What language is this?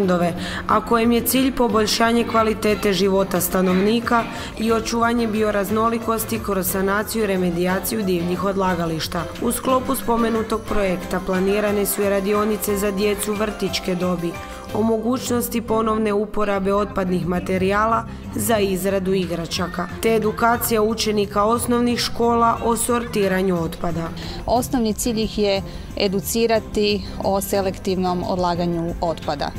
Croatian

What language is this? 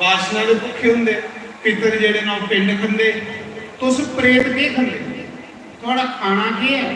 Dogri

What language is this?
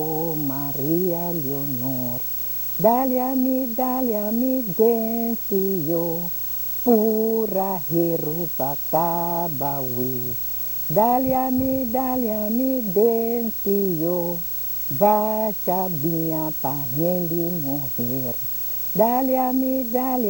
Papiamento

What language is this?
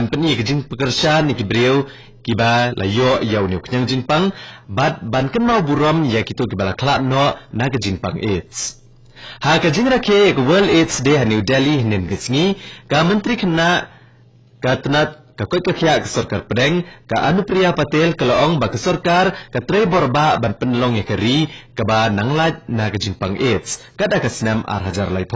Khasi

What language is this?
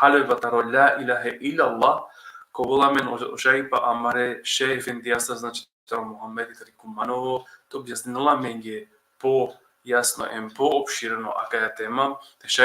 Balkan Romani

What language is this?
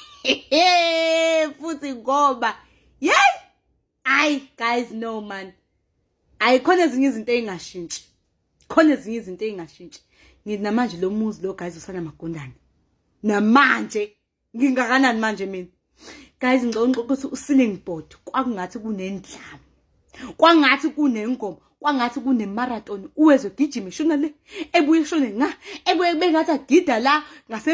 Zulu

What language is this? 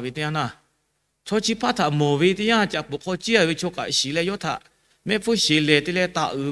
Lahu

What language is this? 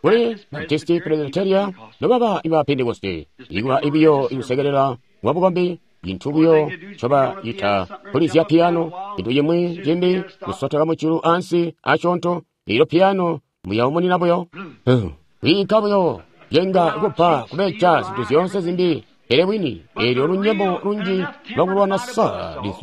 Tonga (Zambia)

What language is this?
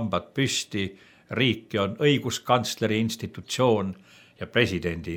Estonian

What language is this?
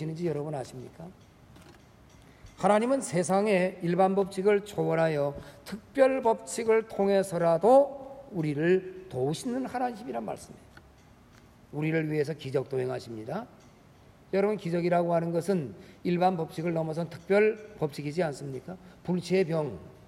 Korean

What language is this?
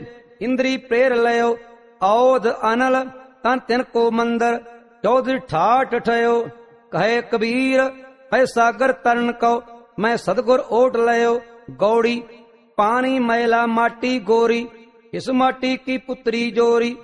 Punjabi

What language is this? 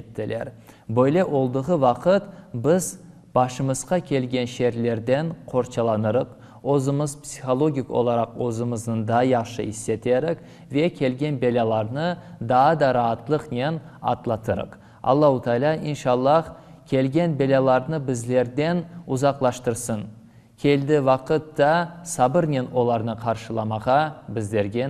Crimean Tatar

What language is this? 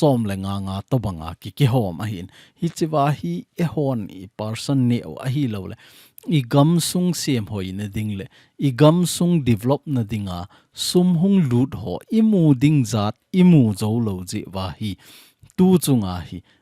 Thado Chin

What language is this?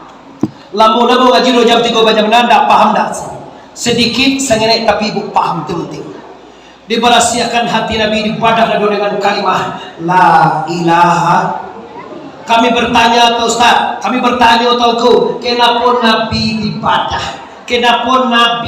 Minangkabau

